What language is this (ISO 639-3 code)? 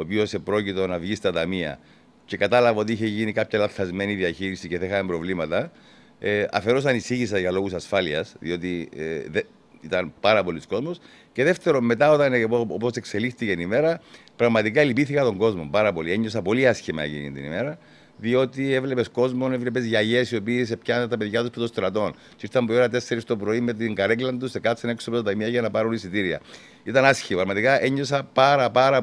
ell